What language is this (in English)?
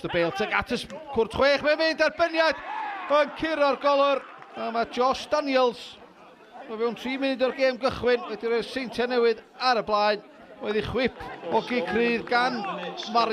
Welsh